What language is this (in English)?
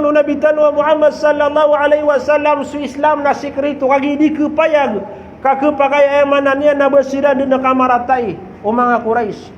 Maranao